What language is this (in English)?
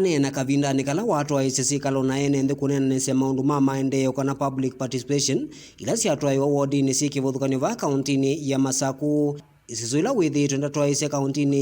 Kamba